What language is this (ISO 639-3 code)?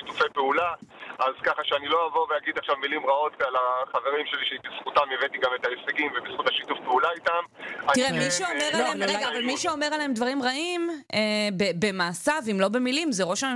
heb